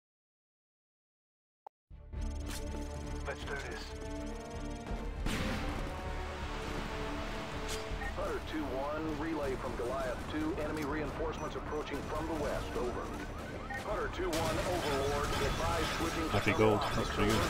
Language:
English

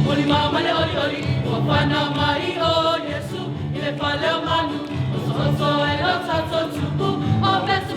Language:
Samoan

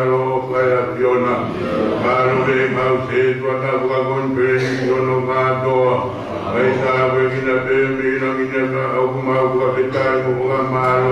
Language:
Tongan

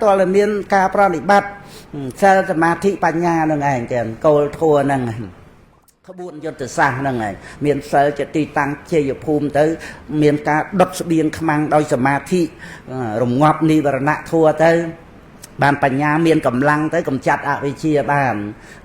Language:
Khmer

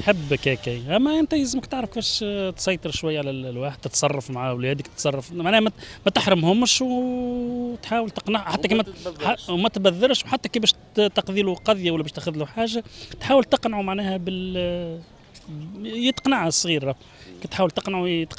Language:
Tunisian Arabic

